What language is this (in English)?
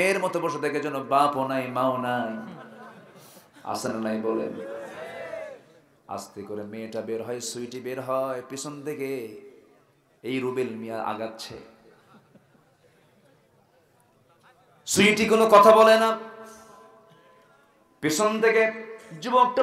Bangla